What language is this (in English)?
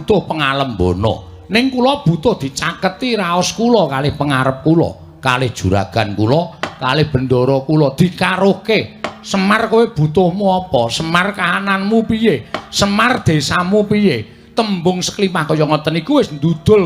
Javanese